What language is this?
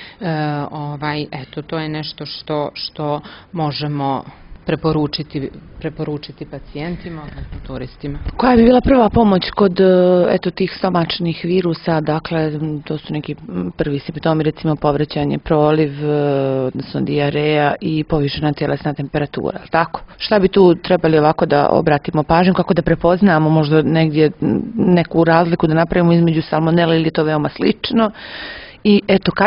Serbian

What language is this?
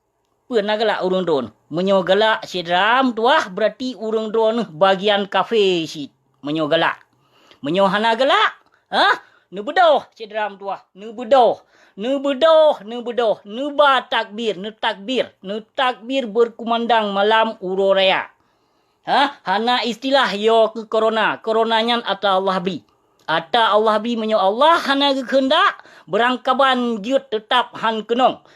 Achinese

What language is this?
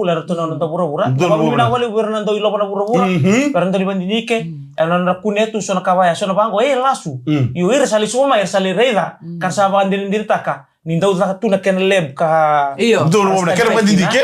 Fijian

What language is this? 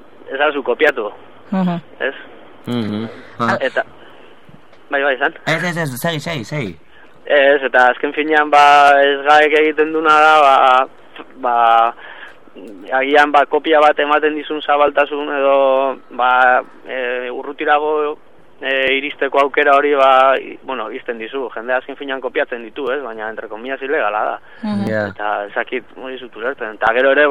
Basque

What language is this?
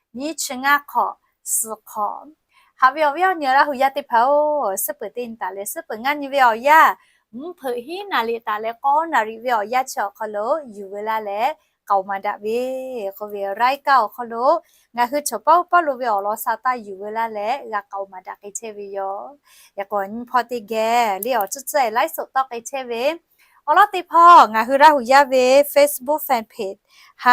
Lahu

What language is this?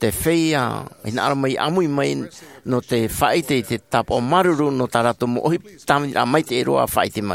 Tahitian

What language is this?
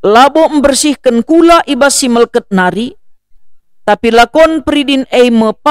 Batak Karo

